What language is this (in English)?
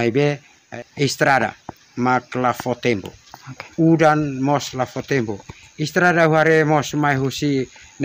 Tetum